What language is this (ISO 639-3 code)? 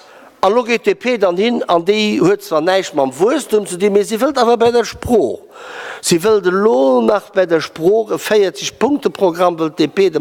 ltz